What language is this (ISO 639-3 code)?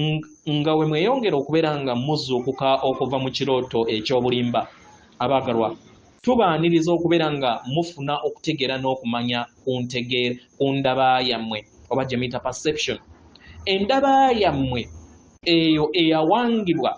lug